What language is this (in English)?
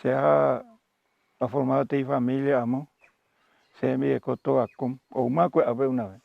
Guarani